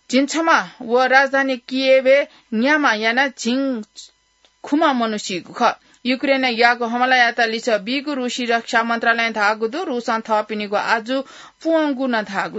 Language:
Newari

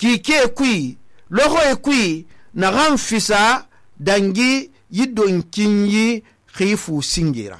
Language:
Susu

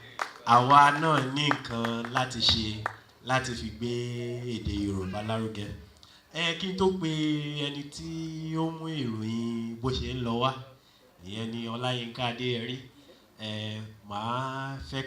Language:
Yoruba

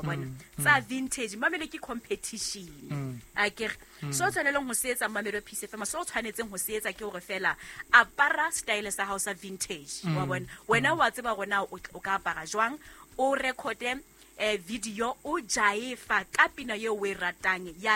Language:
Southern Sotho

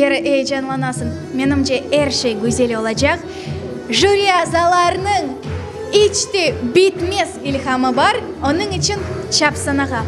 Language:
Crimean Tatar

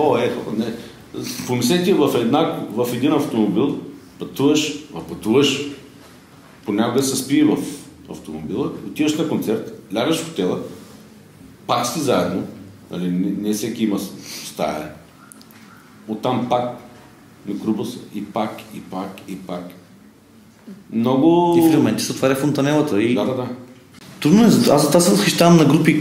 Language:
Bulgarian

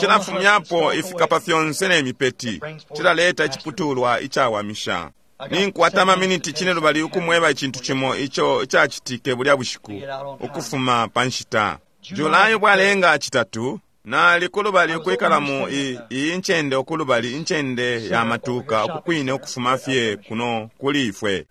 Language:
Bemba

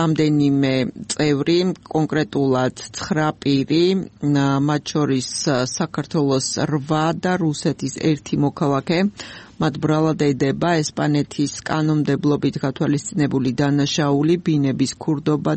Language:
Georgian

